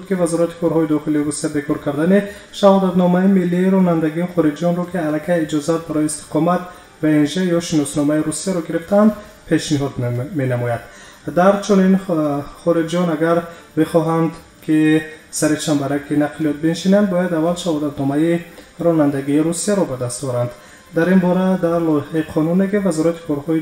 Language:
Tajik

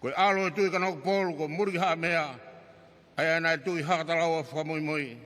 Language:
Tongan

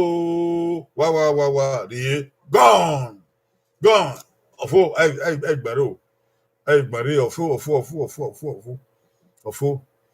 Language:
Bini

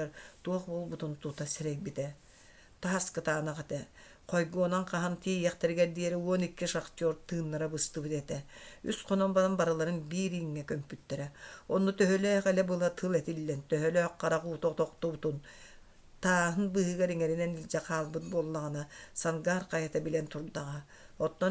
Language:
Yakut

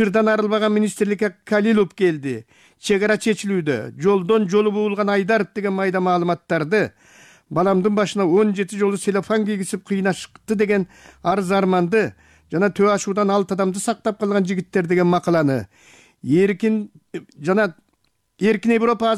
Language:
Kyrgyz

